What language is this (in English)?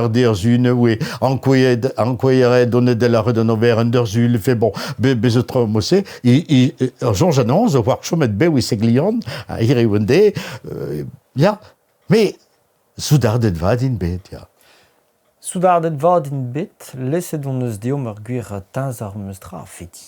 Breton